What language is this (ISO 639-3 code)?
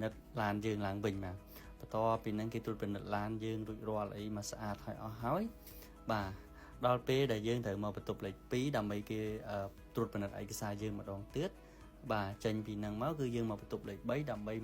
khm